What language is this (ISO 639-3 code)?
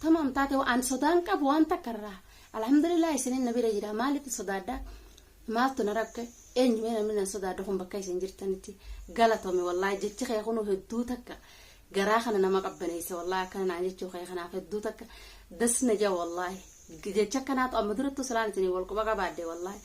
orm